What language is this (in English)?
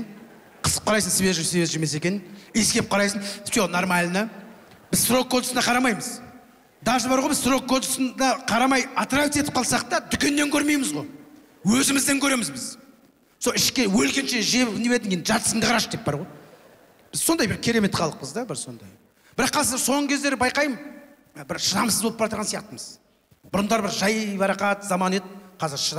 Kazakh